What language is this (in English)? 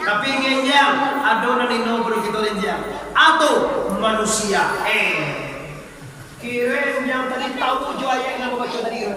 Minangkabau